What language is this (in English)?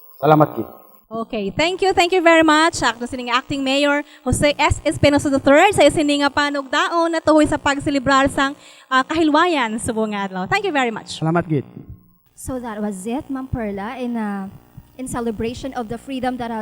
Hiligaynon